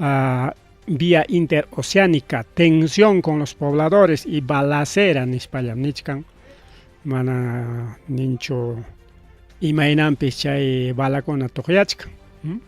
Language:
Ayacucho Quechua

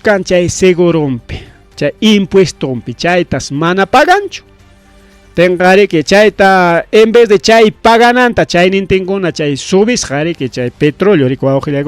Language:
Ayacucho Quechua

